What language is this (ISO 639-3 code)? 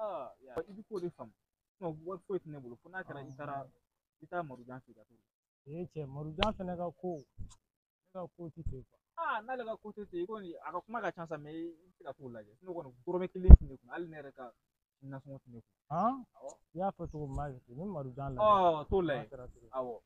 bam